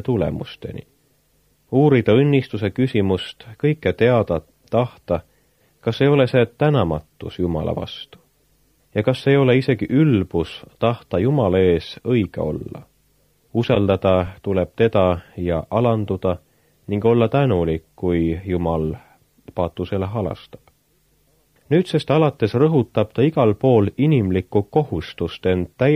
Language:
Estonian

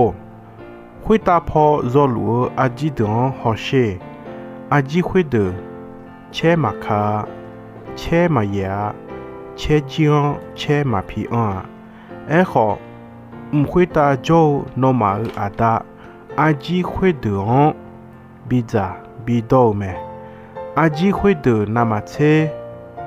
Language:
Akha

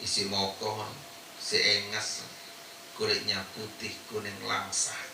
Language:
Sasak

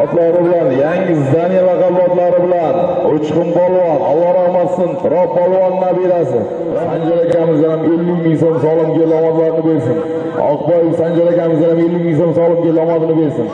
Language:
Uzbek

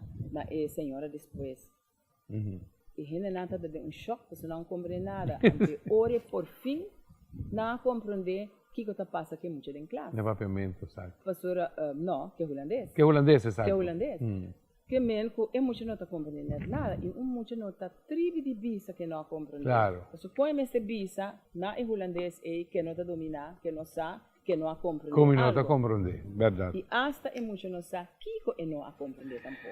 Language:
Papiamento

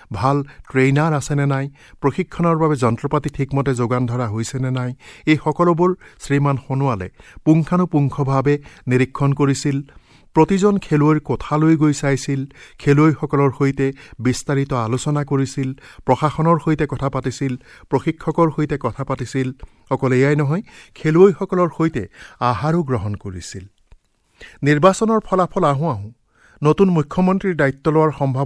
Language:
Assamese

